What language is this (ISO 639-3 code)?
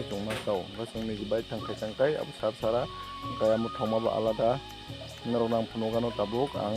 trp